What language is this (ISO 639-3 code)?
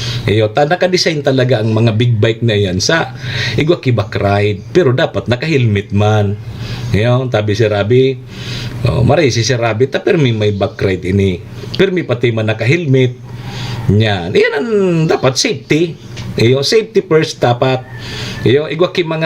bik